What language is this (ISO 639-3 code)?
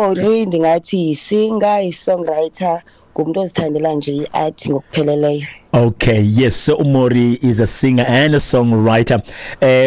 xho